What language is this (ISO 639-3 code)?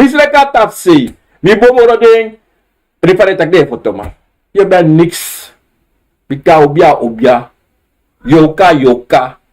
srn